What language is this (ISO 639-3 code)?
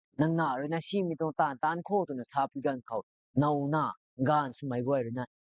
nbu